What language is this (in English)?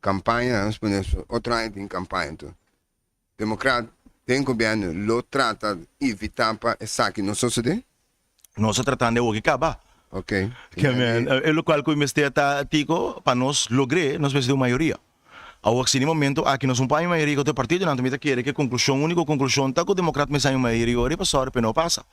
Papiamento